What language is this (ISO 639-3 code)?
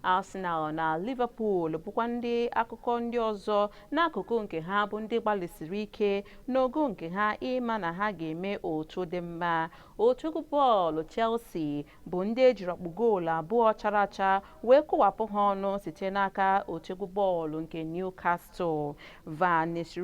ibo